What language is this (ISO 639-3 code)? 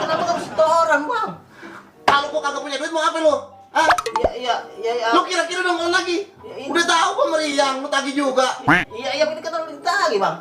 bew